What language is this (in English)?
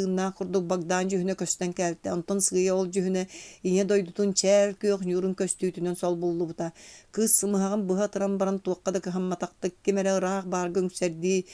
Yakut